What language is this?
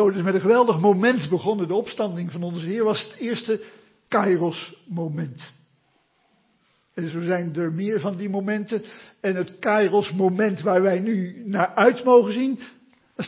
Dutch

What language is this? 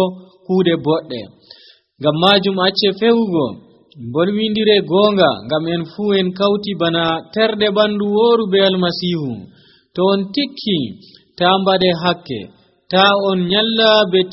Nigerian Fulfulde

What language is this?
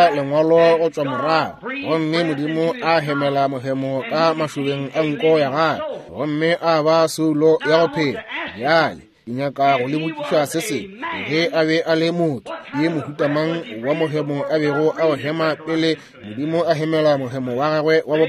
Northern Sotho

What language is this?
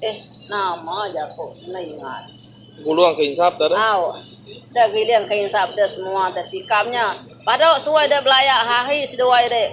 Iban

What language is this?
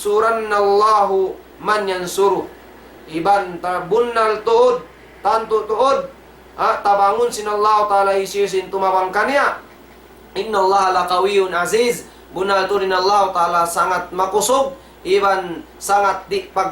Tausug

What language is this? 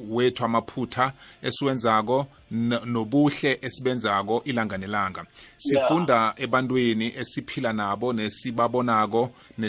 South Ndebele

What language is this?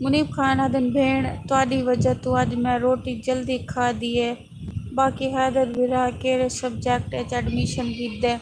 Saraiki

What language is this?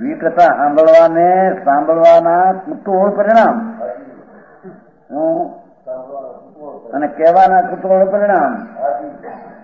Gujarati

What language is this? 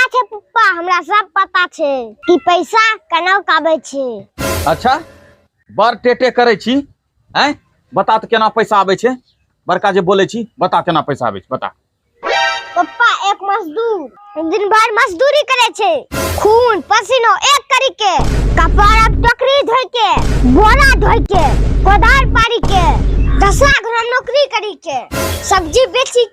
Angika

